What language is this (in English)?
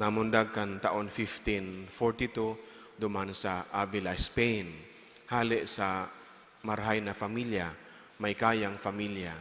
Bikol